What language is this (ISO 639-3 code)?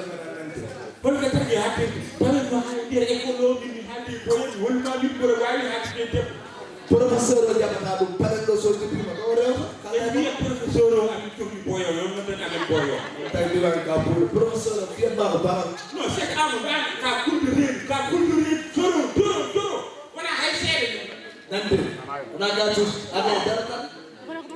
ful